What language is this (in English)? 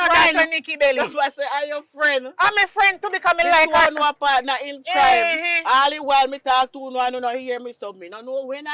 Jamaican Creole English